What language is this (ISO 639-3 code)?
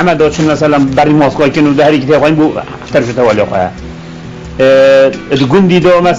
kur